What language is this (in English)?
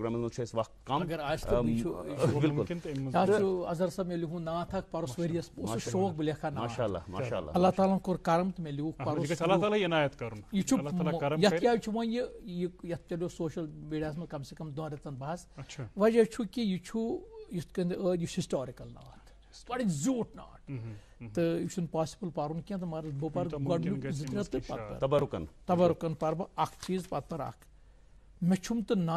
Kashmiri